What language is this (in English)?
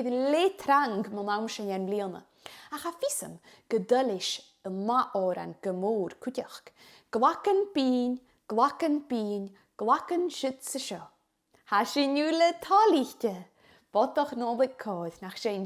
Scottish Gaelic